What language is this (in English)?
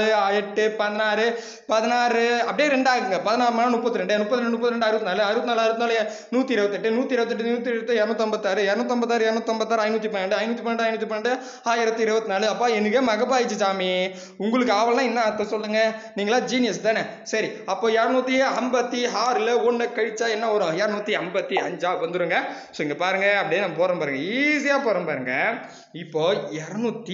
Tamil